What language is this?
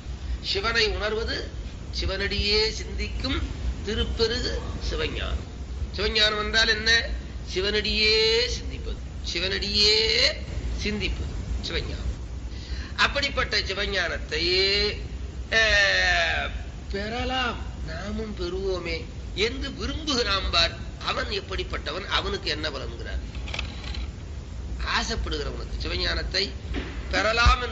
Tamil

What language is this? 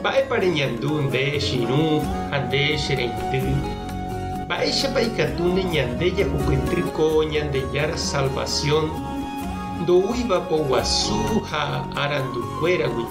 Guarani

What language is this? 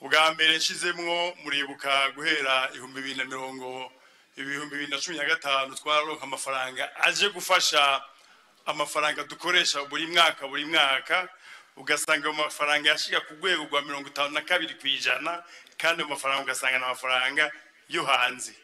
Rundi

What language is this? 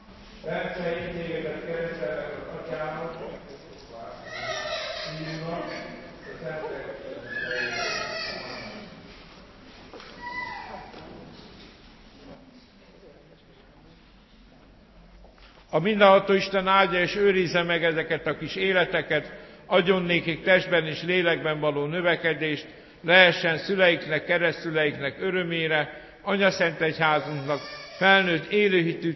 Hungarian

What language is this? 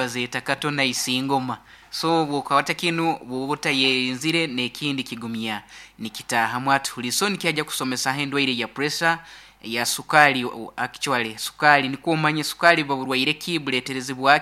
Nyoro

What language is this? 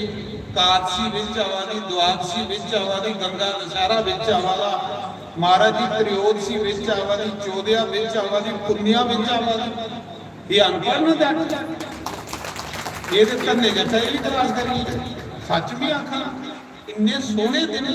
Dogri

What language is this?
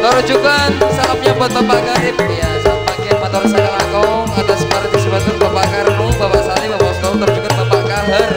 Madurese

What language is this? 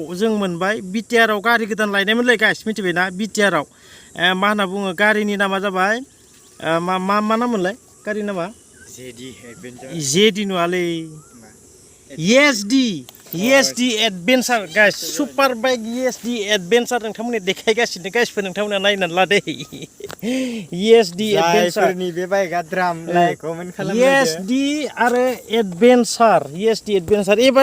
Bodo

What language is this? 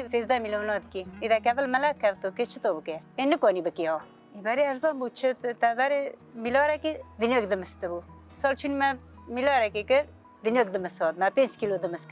Kurdish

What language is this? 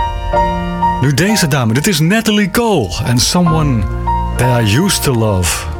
Dutch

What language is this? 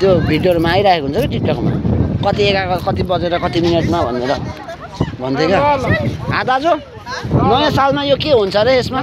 Nepali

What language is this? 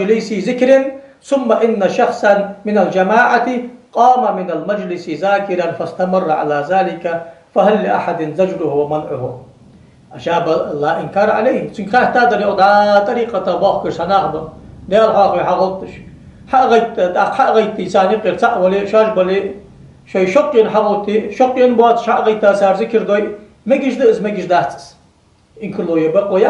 Ingush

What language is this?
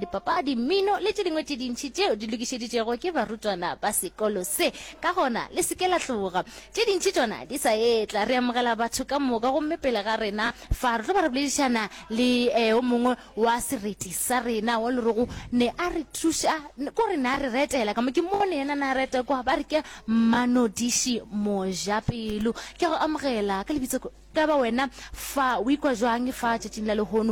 Northern Sotho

